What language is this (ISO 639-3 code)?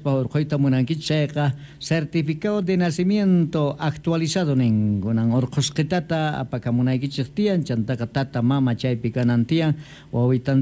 que